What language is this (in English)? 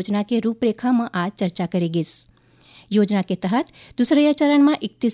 Chhattisgarhi